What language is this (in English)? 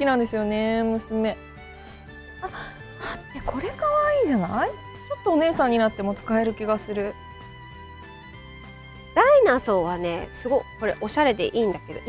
Japanese